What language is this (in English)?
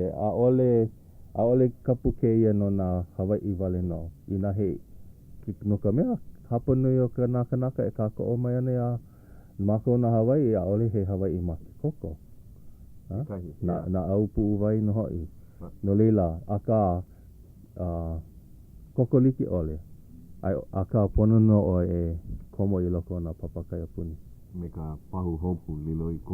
Hawaiian